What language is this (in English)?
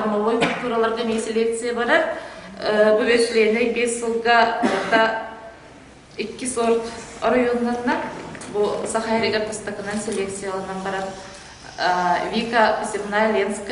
Yakut